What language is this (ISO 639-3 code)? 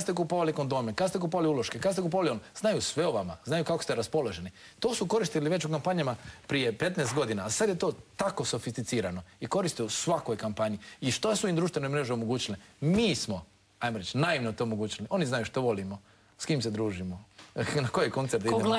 hrv